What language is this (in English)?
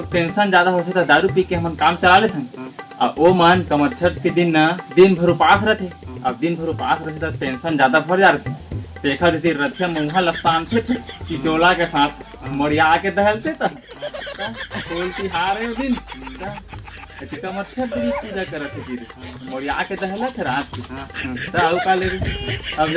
Chhattisgarhi